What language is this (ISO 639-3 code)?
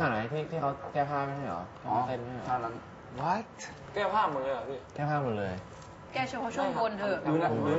tha